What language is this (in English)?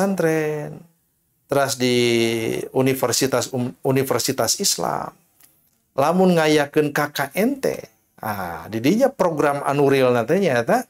Sundanese